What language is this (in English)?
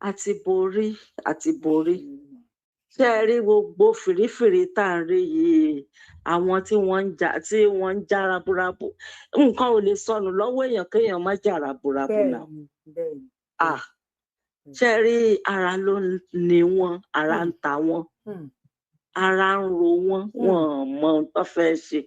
Yoruba